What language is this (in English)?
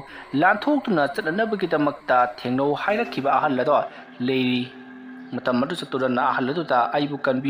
Manipuri